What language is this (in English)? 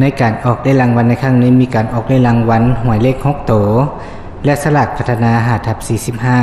Lao